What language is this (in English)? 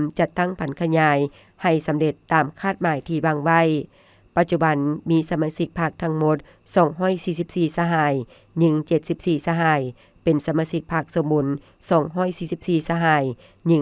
Lao